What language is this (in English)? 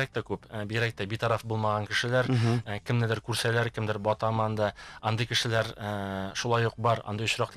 Bashkir